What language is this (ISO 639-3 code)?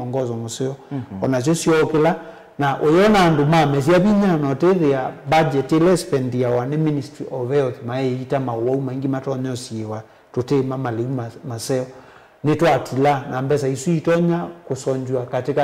kam